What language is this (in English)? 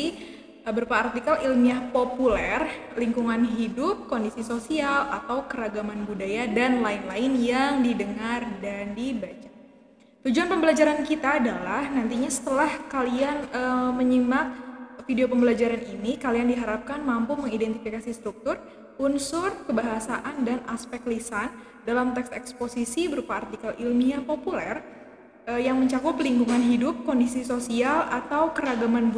Indonesian